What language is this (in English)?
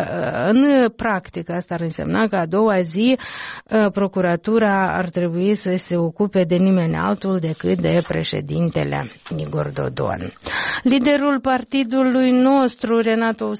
Romanian